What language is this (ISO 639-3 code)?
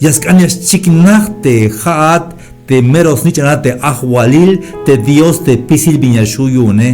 tzh